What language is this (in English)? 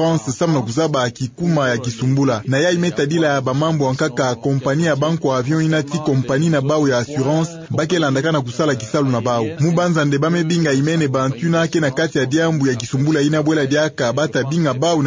Kituba (Democratic Republic of Congo)